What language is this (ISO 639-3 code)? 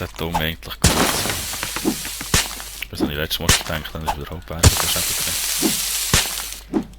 gsw